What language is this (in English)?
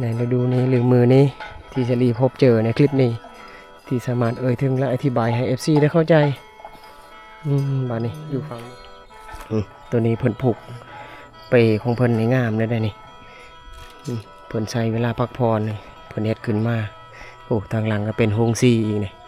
Lao